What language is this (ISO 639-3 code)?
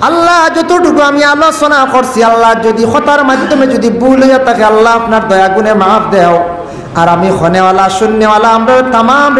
syl